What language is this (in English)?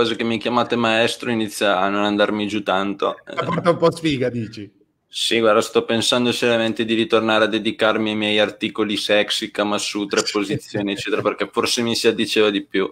Italian